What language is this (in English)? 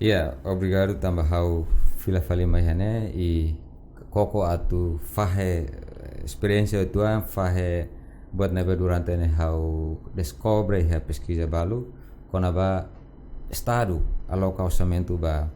Tetum